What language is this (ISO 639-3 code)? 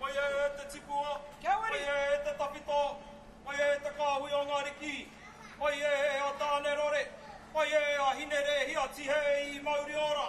mri